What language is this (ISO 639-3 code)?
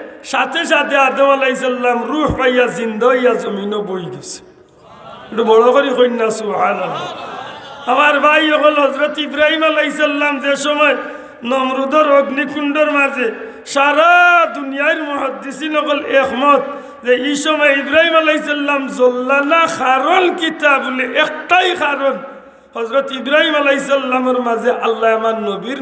syl